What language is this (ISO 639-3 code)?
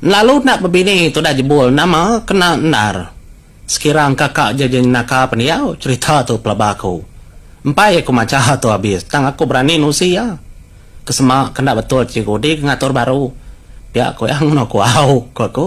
iba